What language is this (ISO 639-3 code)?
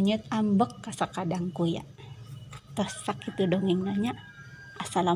sun